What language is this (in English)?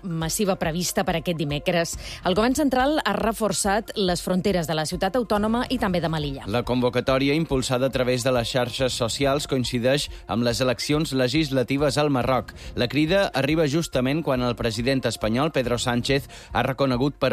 Catalan